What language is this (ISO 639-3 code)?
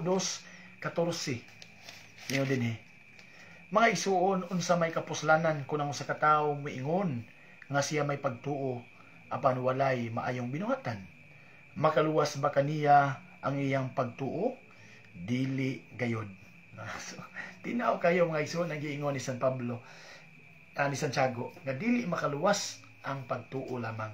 ceb